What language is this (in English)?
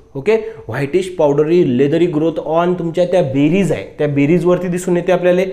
Marathi